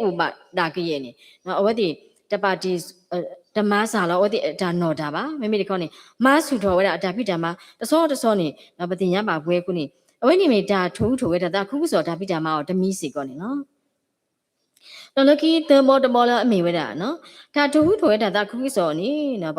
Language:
S'gaw Karen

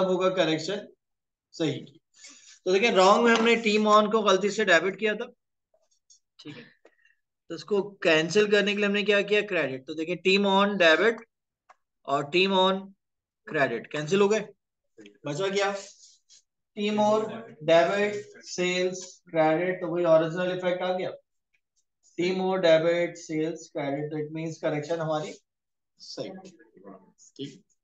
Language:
Hindi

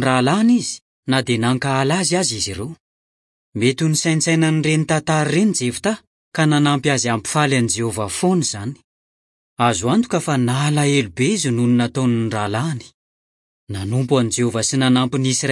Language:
Malagasy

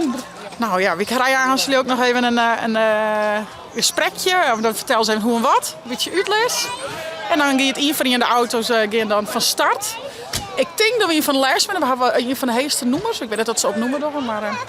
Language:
Western Frisian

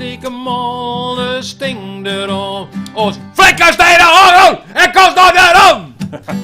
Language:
Western Frisian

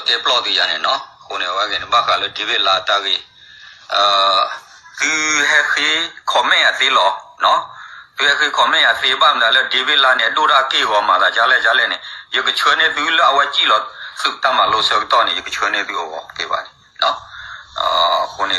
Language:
S'gaw Karen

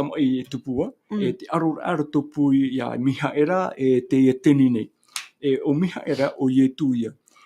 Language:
Tahitian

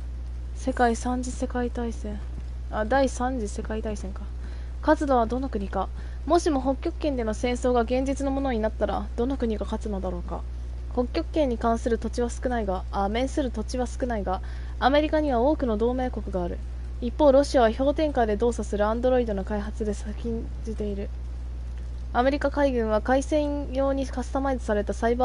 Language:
Japanese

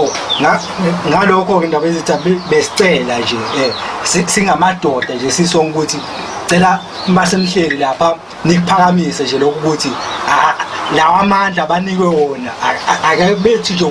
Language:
Zulu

